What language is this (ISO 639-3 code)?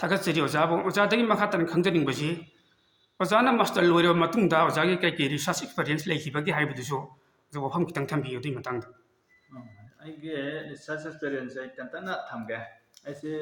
mni